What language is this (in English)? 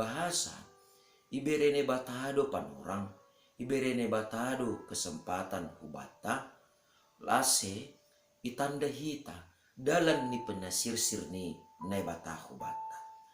Batak Simalungun